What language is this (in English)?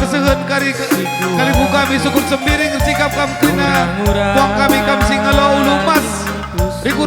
Batak Karo